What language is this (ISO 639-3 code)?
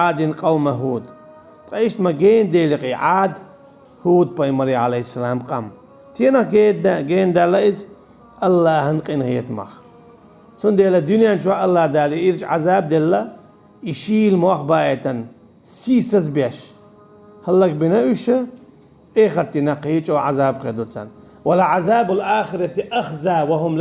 che